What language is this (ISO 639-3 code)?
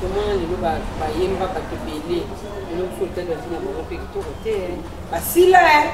lin